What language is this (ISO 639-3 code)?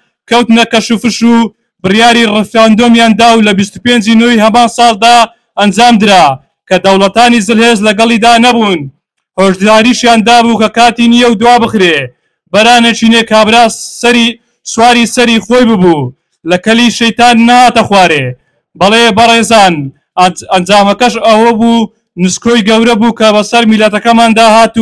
ckb